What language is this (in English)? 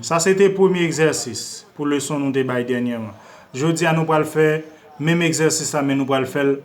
Haitian Creole